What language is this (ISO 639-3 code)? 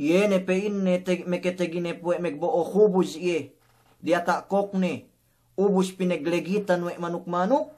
yka